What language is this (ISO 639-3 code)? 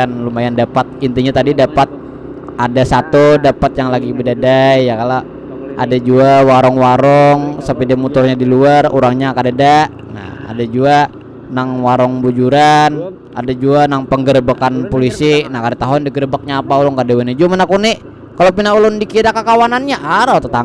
bjn